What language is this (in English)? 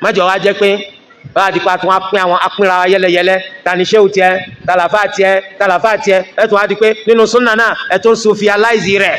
Yoruba